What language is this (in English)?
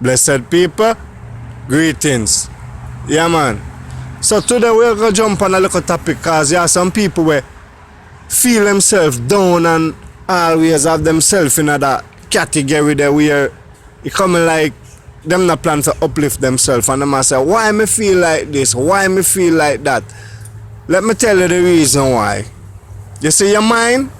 Jamaican Creole English